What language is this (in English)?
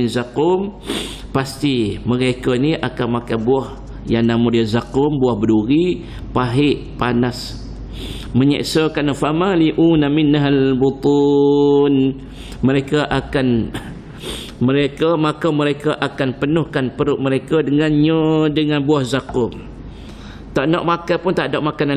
Malay